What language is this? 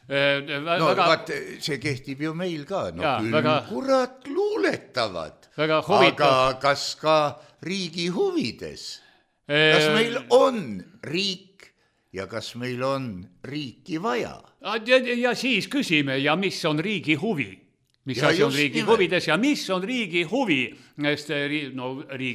Estonian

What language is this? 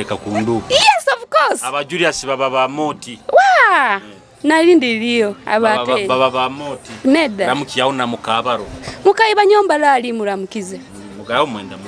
Nyoro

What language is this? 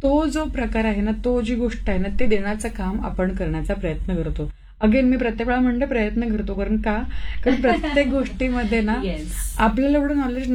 Marathi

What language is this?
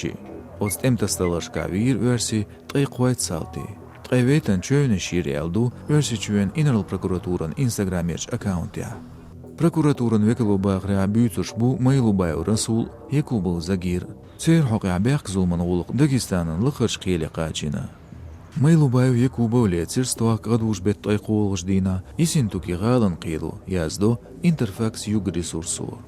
Chechen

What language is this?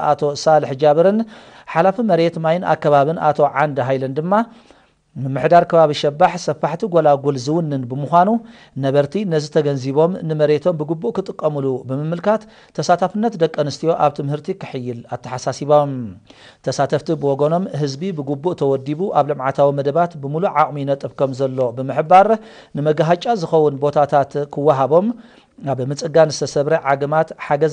Tigrinya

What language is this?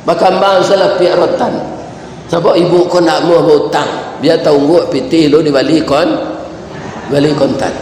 Minangkabau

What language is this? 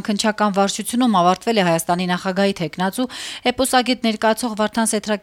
Armenian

